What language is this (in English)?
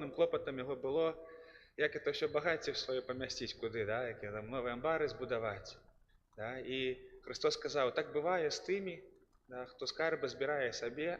Belarusian